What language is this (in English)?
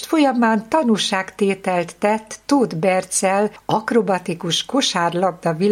Hungarian